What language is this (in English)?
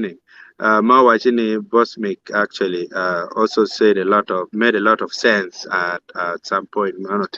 Acoli